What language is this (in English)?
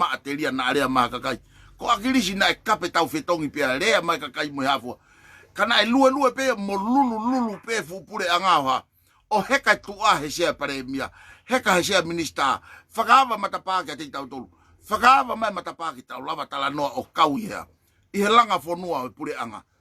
Tongan